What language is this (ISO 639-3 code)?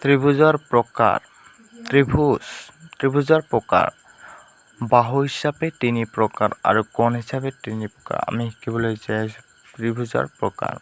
asm